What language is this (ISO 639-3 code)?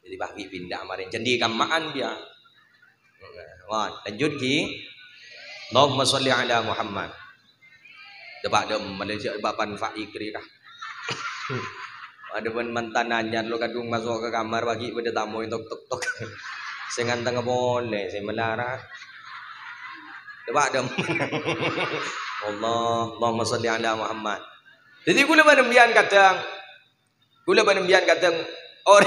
mad